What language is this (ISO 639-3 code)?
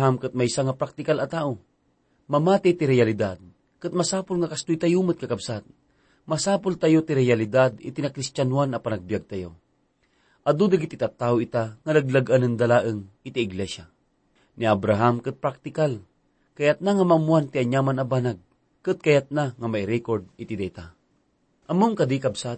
ilo